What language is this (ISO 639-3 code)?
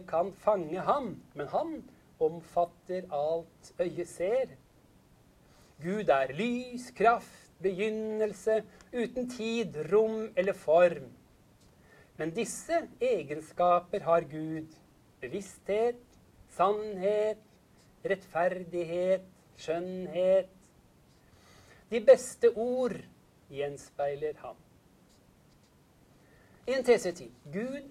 nor